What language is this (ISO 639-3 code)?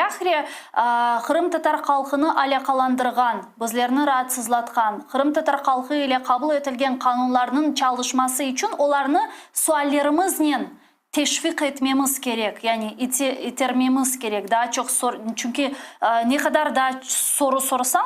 crh